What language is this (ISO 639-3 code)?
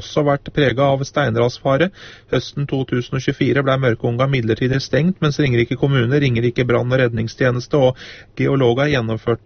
nor